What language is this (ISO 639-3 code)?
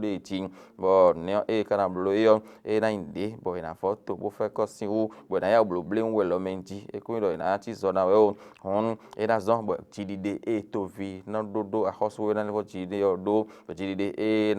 fon